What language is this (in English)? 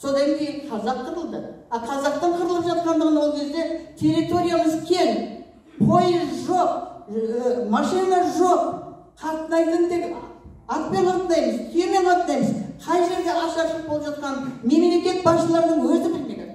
Kazakh